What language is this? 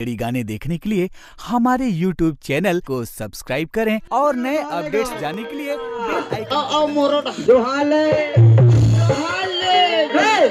Chhattisgarhi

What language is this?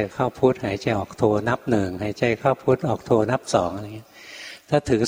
Thai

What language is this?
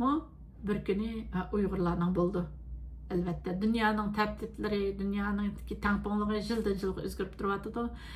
Uyghur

